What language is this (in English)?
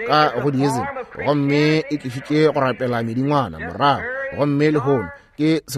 Northern Sotho